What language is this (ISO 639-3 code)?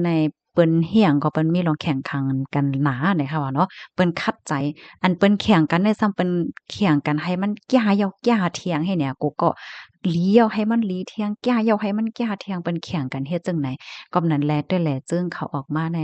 shn